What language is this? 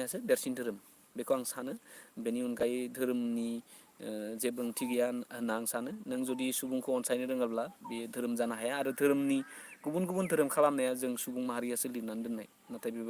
Bodo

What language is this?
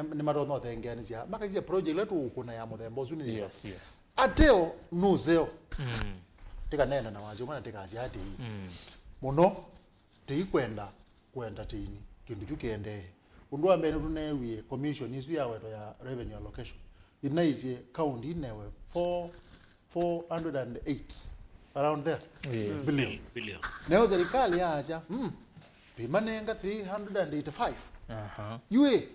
Kamba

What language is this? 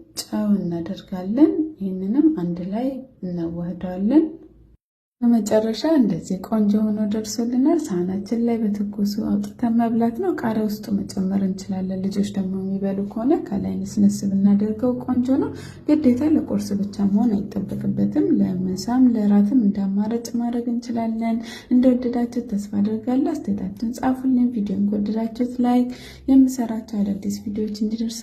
Amharic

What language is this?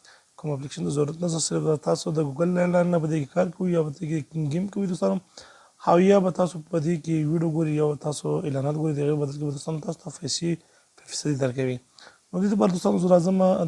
Pashto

